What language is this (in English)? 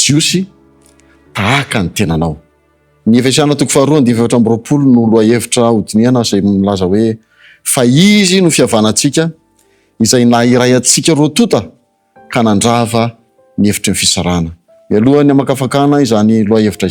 Malagasy